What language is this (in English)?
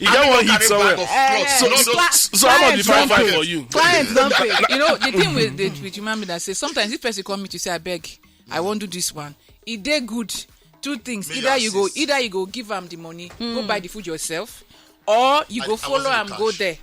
Nigerian Pidgin